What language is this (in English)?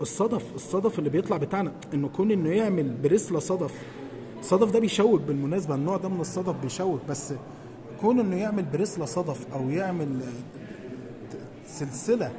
Egyptian Arabic